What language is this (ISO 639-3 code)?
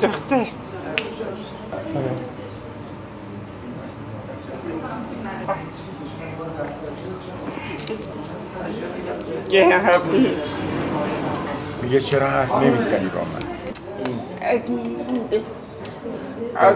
fas